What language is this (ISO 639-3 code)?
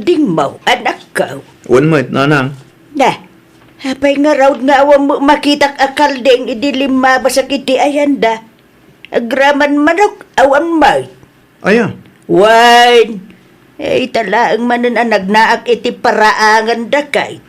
ilo